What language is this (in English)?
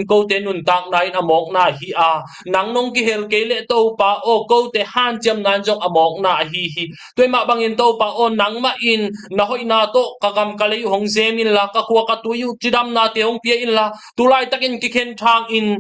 Tedim Chin